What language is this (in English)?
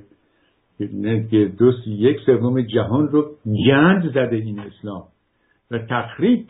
Persian